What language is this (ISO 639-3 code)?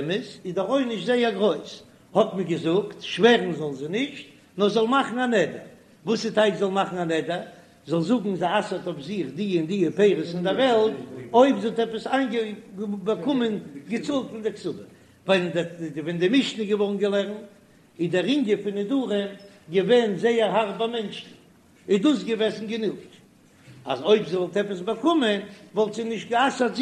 yid